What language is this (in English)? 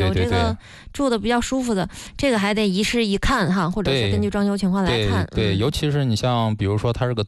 Chinese